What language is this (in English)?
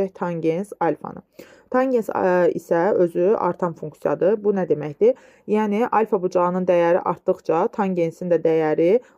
Azerbaijani